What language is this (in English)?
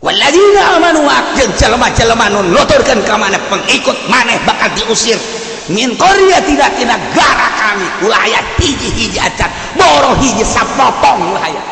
Sundanese